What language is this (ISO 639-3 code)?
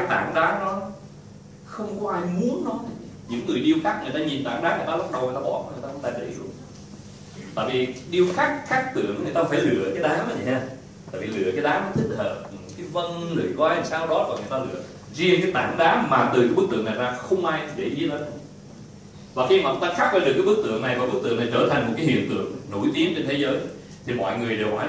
vie